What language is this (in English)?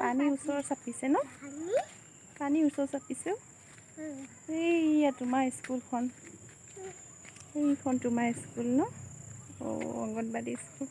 Assamese